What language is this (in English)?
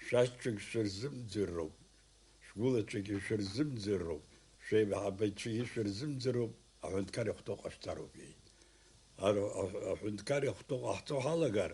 Abkhazian